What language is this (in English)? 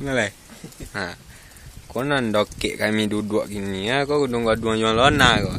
Minangkabau